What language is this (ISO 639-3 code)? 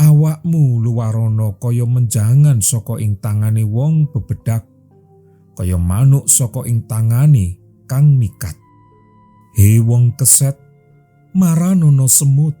jav